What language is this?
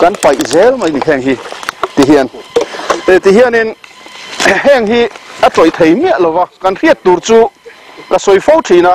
Mizo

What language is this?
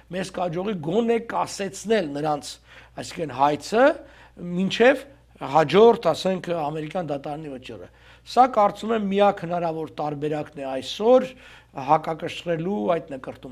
Armenian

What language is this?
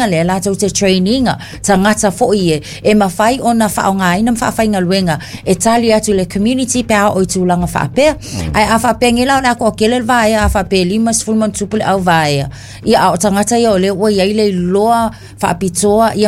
Samoan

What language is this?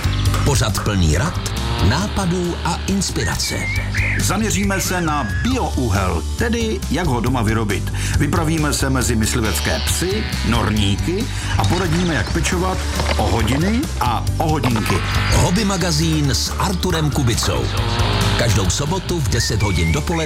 Czech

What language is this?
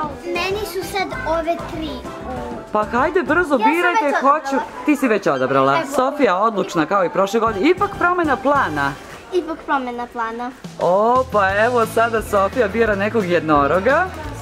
Serbian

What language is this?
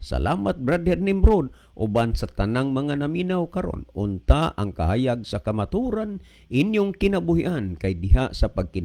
Cebuano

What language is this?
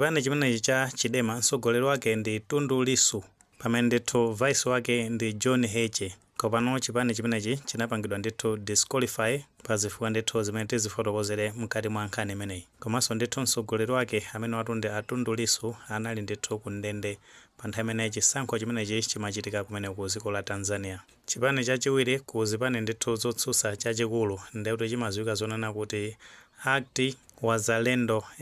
Nyanja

